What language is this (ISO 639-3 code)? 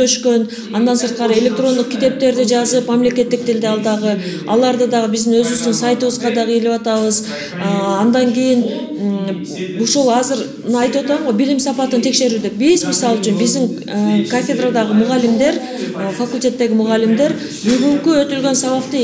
kir